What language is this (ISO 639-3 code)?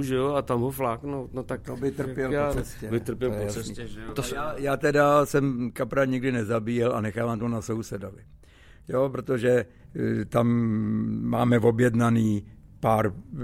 ces